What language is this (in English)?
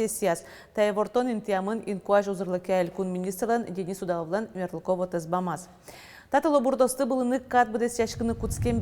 Udmurt